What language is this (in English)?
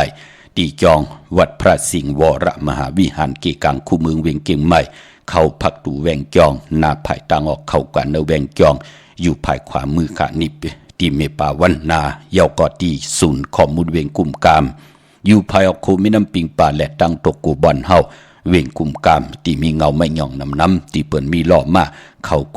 Shan